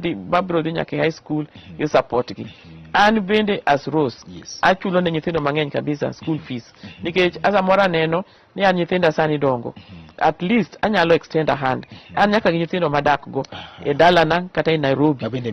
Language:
Luo (Kenya and Tanzania)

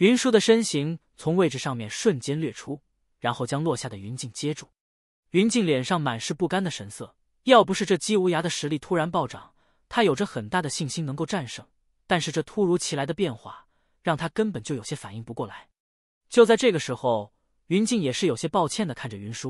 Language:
Chinese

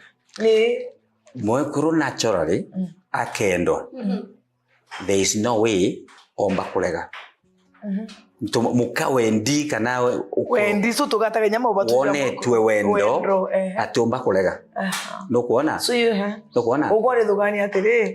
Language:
Meru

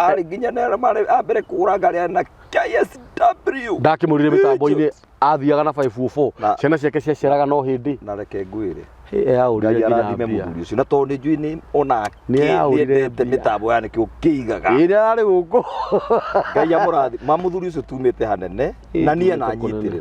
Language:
Kikuyu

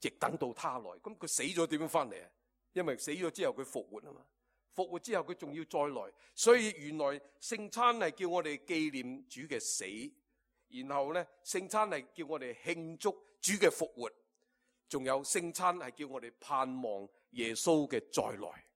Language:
Cantonese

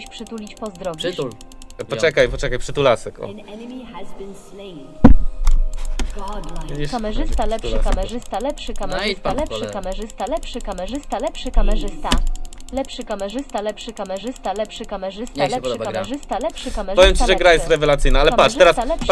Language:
Polish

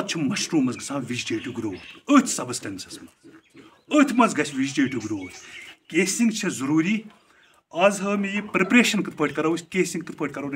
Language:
Kashmiri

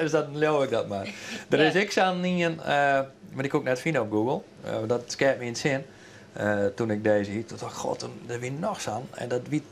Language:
Western Frisian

